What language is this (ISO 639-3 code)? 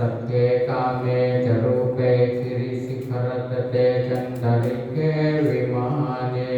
pli